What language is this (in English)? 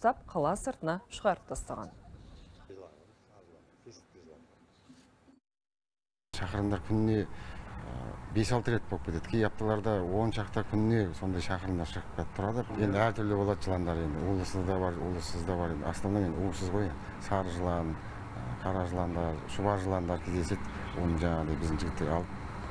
Kazakh